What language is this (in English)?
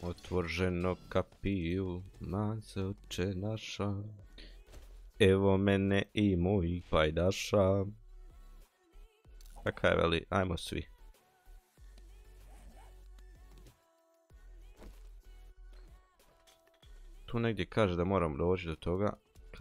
Croatian